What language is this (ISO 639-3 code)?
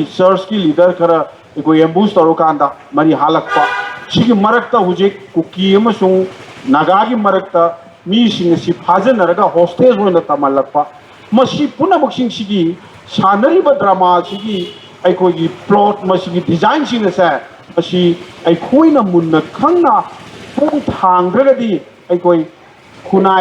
mni